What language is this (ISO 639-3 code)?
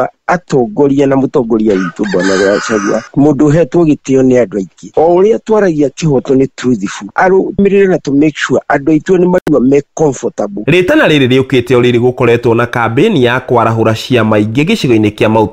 kik